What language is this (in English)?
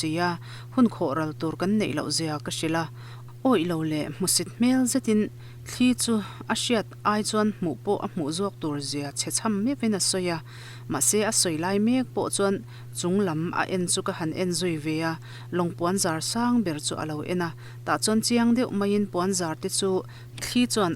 Mizo